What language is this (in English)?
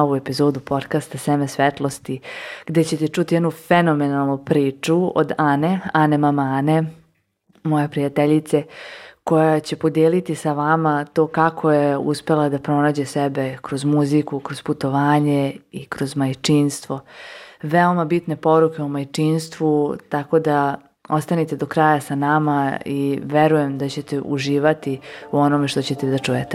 Serbian